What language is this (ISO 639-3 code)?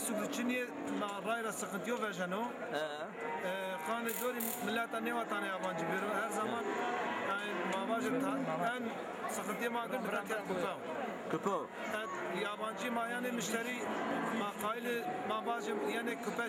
zza